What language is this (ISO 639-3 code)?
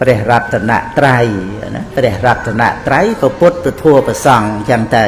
khm